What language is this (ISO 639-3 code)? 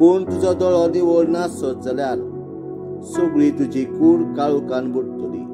kok